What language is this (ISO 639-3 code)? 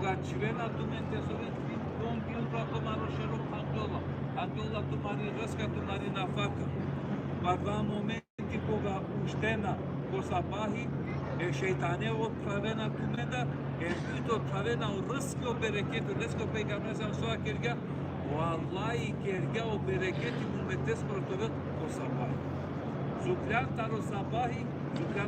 rmn